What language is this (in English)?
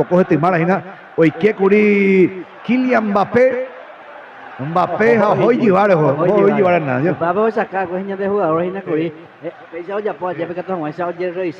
Guarani